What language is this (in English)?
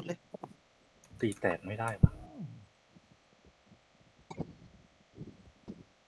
Thai